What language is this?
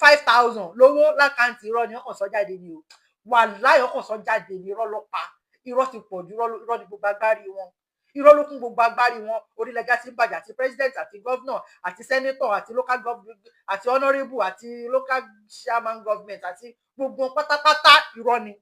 Yoruba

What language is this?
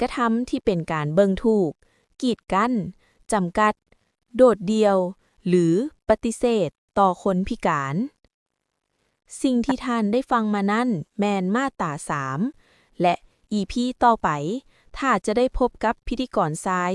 Lao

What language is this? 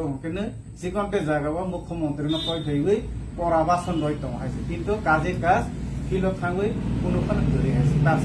Kok Borok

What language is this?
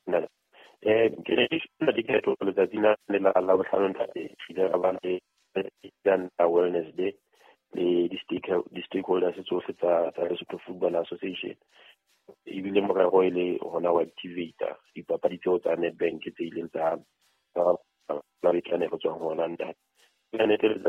Southern Sotho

